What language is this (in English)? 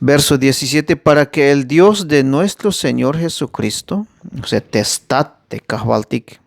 Tzeltal